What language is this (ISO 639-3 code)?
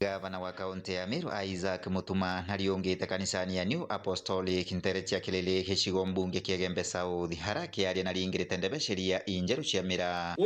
mer